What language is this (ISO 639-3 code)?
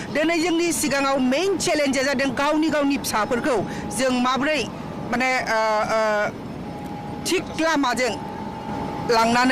brx